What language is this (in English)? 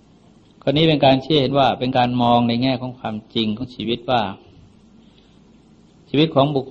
Thai